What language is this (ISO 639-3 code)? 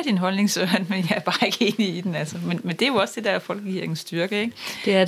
dan